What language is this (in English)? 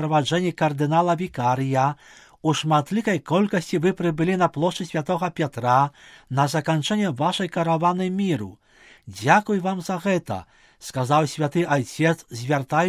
Belarusian